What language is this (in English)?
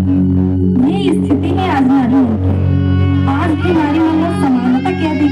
Chhattisgarhi